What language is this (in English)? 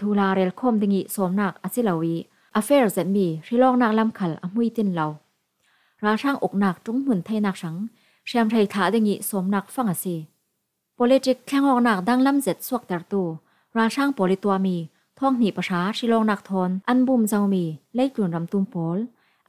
Falam Chin